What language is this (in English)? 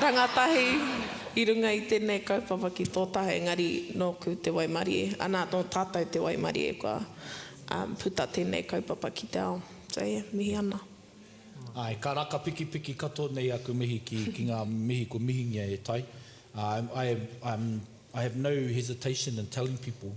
Māori